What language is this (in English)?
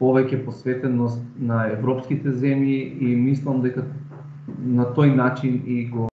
Macedonian